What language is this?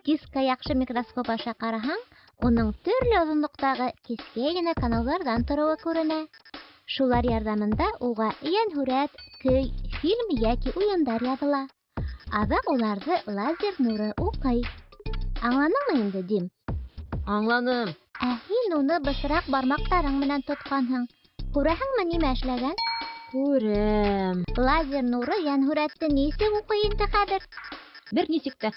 Bashkir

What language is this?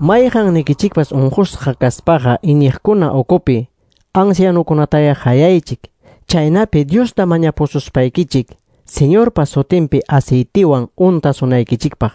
Quechua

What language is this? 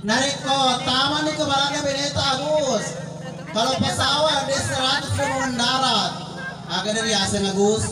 Buginese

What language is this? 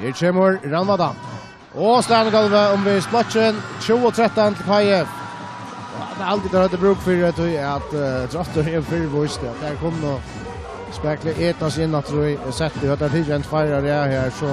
Faroese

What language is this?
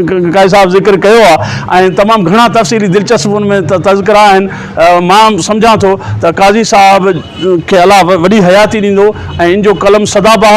Sindhi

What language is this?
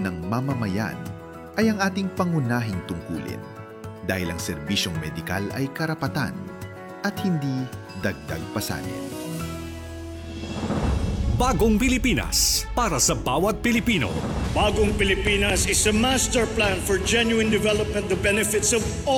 Filipino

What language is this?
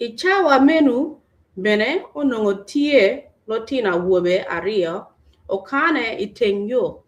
Acoli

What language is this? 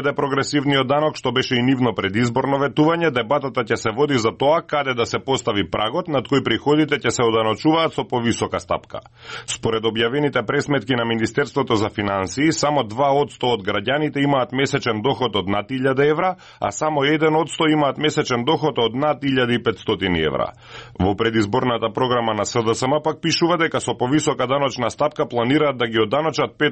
Macedonian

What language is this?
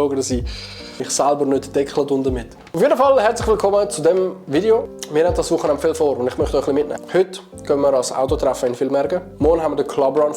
Swiss German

